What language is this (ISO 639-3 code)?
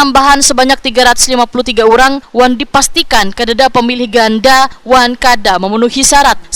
bjn